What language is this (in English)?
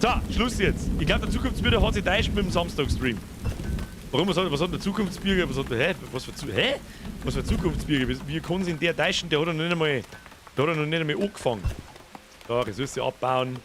Bavarian